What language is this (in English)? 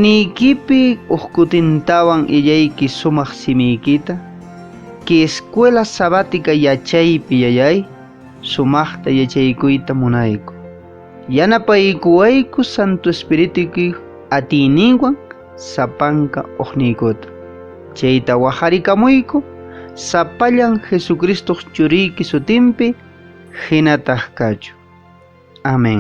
Quechua